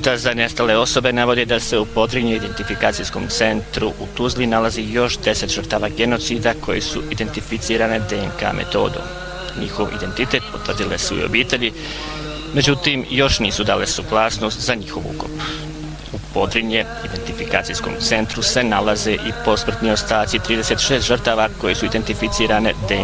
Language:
Bosnian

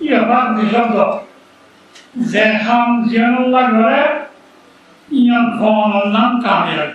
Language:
Rohingya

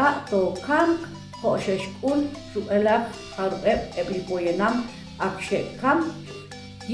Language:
Kekchí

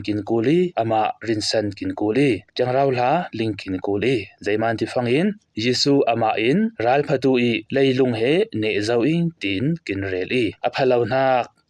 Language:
Falam Chin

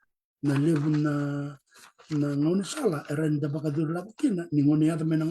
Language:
Fijian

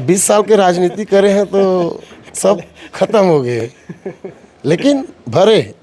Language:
Chhattisgarhi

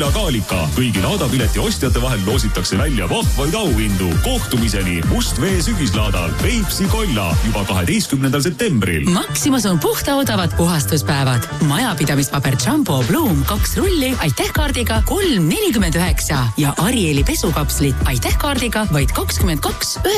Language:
Estonian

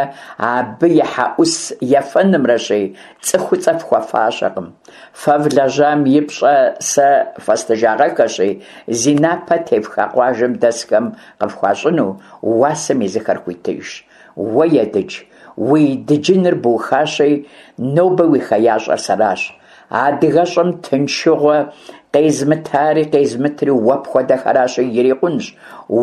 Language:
Kabardian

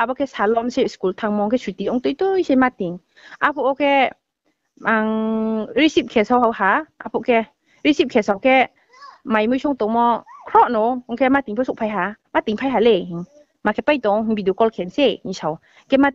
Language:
Riang (India)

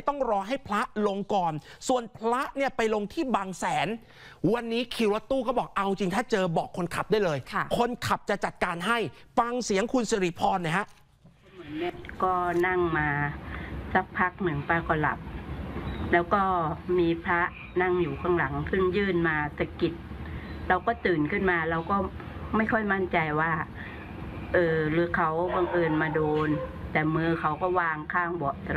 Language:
Thai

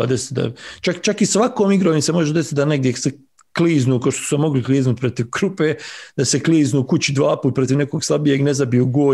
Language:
Bosnian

